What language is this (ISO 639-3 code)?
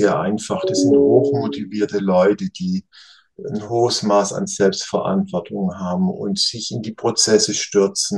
deu